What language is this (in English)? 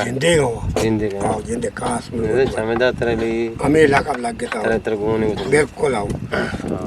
Eastern Balochi